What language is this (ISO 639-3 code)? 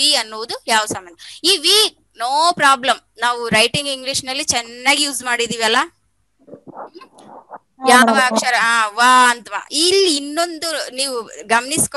kan